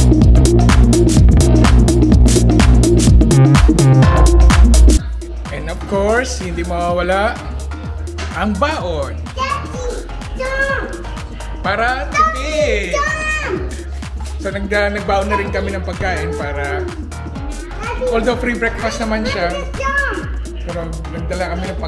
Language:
Filipino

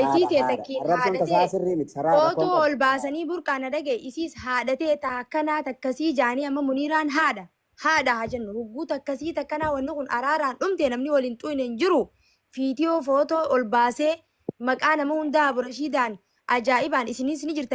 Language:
Oromo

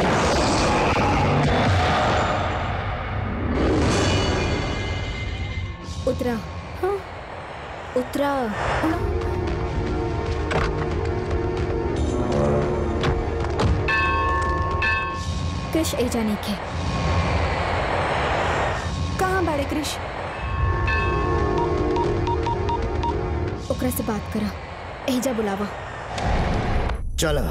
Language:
Bhojpuri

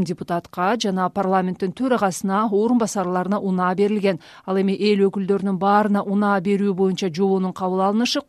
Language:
Kyrgyz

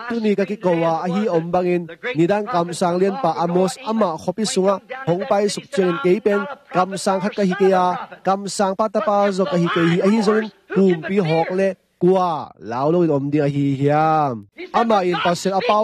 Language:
Tedim Chin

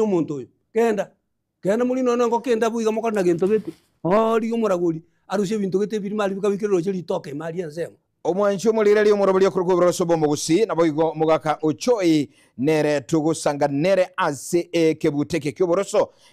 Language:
Gusii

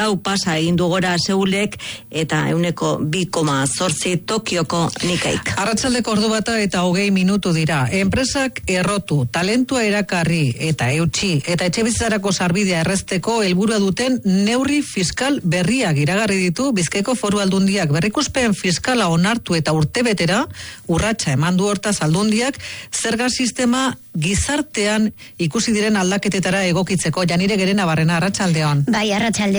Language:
Basque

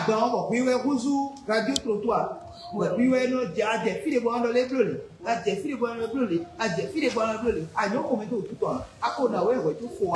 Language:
Fon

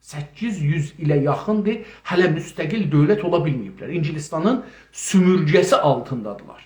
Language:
South Azerbaijani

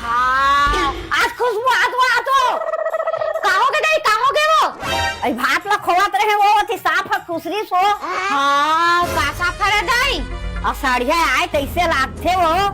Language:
Chhattisgarhi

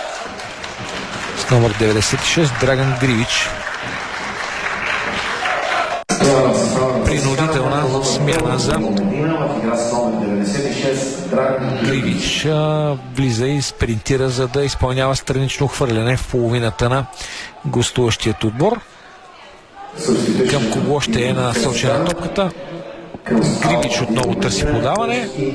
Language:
Bulgarian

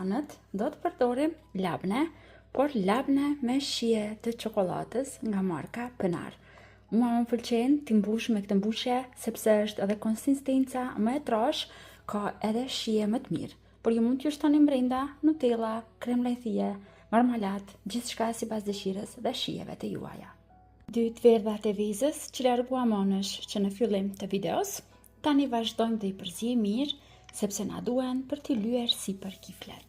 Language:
Albanian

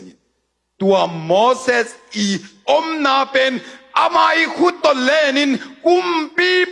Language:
Tedim Chin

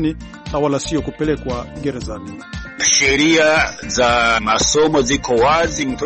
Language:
Swahili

